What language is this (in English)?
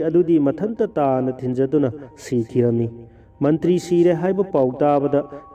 Manipuri